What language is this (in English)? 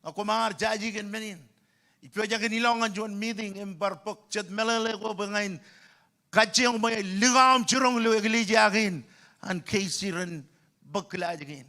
Marshallese